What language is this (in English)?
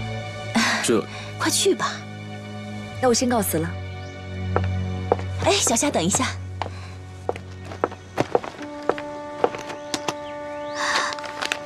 Chinese